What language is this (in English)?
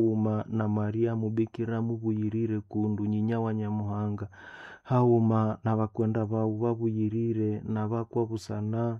Nande